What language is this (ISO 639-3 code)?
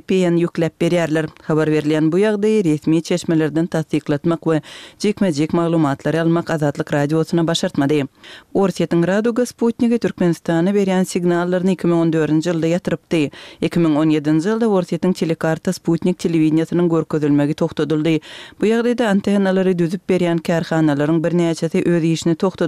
tuk